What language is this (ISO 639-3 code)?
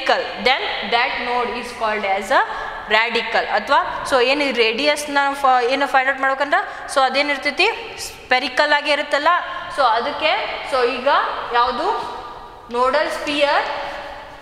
kan